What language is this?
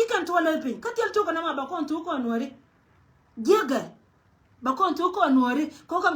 Nuer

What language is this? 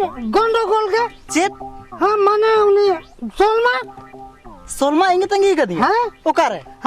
Santali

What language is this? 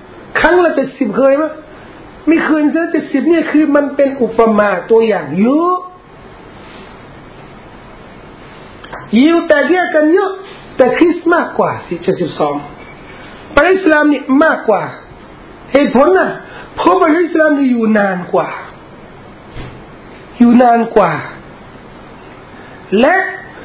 Thai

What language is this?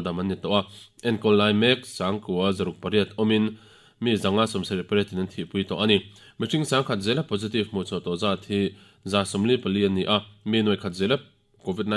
Mizo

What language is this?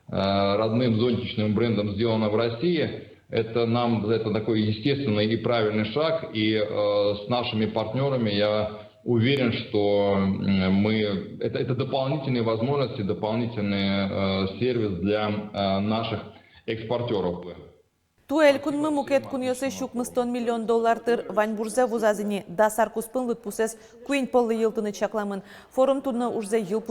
Udmurt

